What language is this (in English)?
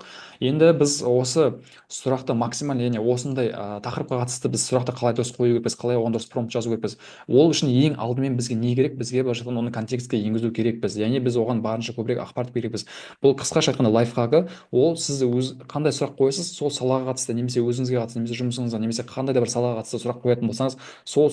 Kazakh